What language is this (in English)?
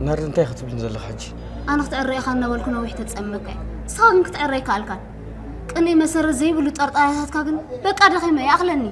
Tigrinya